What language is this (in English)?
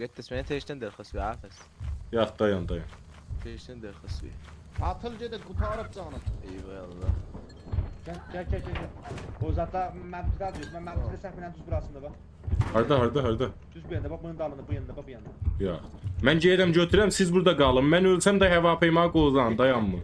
South Azerbaijani